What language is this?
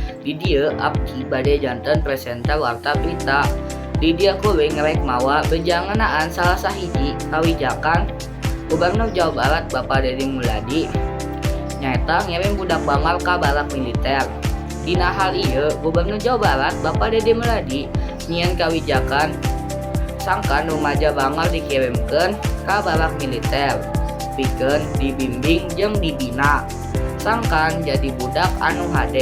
Sundanese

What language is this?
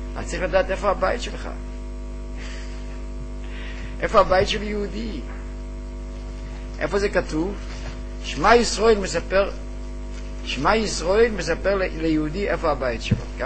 Hebrew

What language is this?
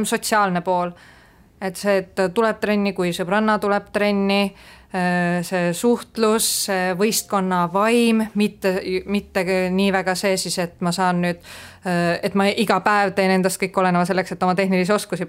Estonian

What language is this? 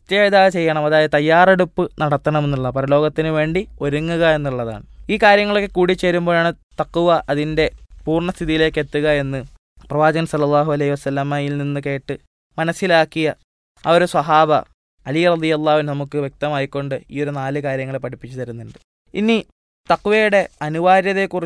Malayalam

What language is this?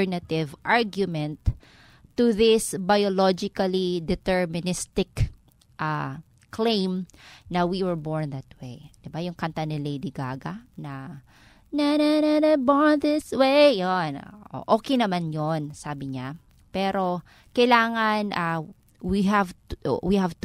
Filipino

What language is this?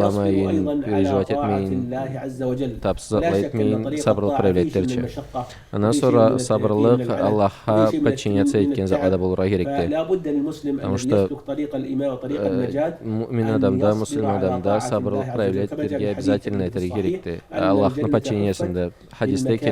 Karachay-Balkar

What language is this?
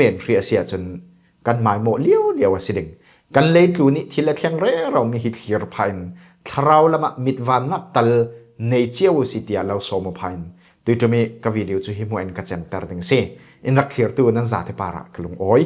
Falam Chin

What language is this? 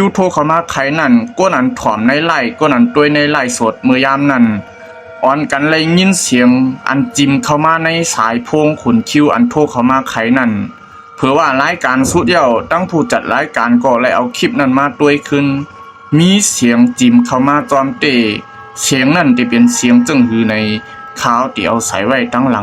Shan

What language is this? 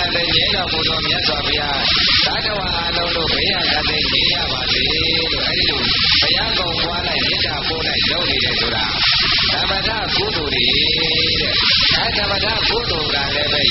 Burmese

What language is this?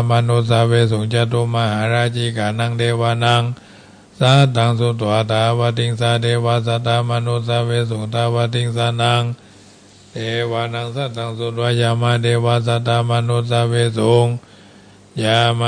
Pali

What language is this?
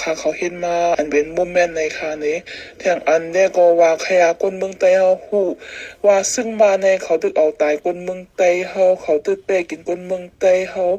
Shan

